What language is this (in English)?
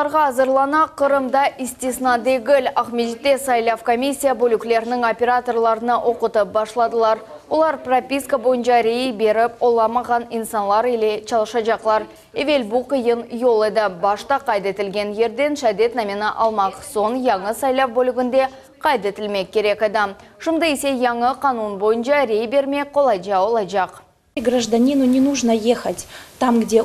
Crimean Tatar